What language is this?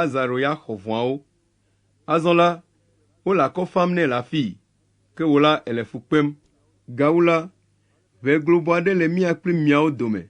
Ewe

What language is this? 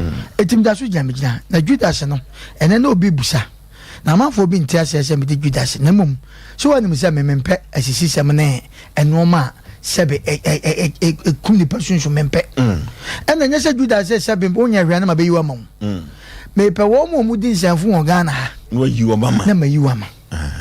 Akan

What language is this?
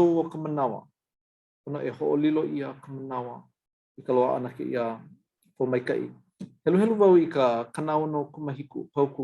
Hawaiian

